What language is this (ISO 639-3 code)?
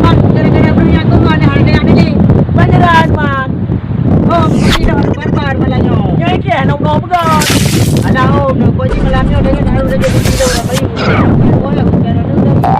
ace